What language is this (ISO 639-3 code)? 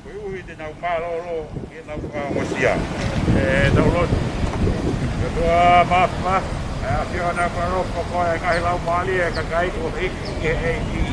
ton